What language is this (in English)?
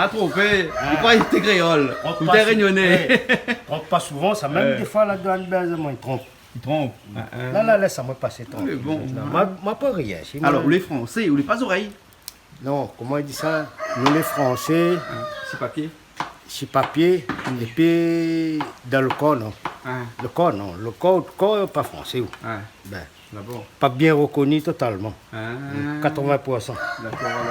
Réunion Creole French